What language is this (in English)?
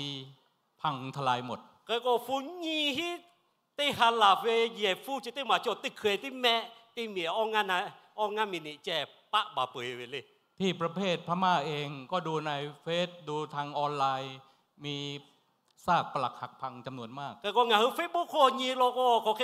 Lahu